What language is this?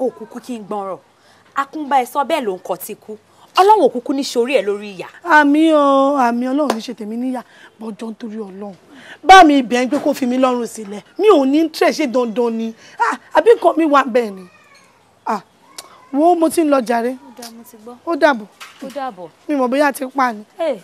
Yoruba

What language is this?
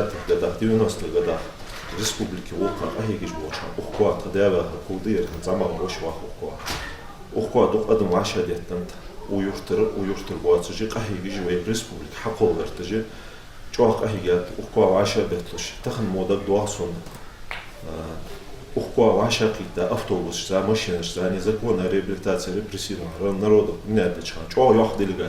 Ingush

